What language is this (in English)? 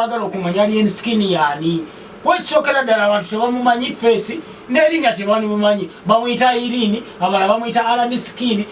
Ganda